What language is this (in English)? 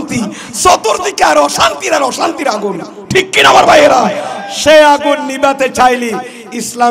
Bangla